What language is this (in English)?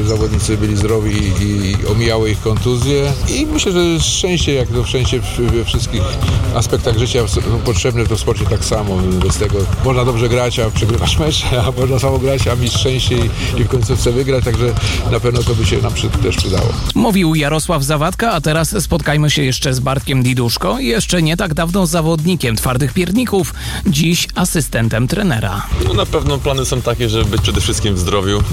Polish